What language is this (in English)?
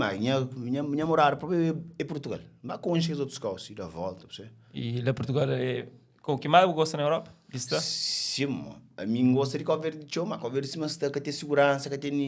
Kabuverdianu